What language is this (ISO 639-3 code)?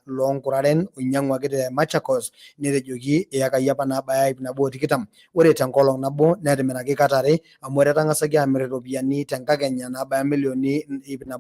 mas